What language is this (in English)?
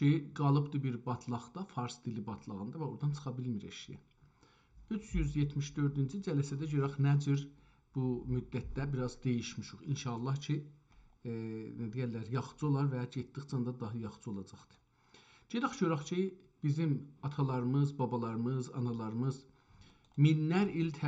South Azerbaijani